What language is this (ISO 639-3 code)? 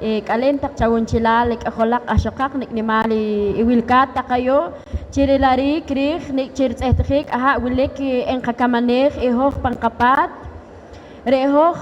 poh